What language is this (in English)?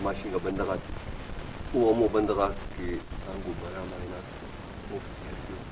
Brahui